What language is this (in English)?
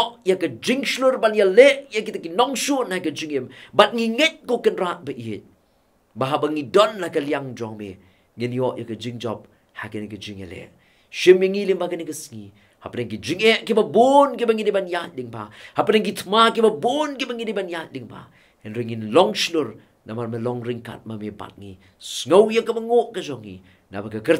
Khasi